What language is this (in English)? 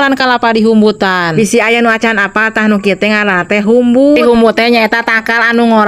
Sundanese